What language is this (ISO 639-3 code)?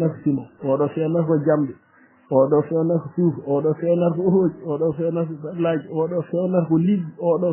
ful